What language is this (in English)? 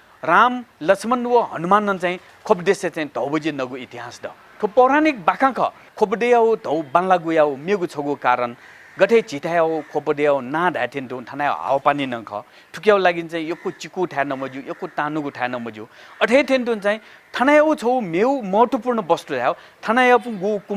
Newari